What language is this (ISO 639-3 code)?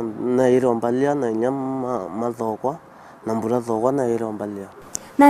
mer